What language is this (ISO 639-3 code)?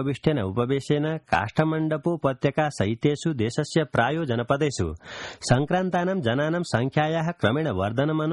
san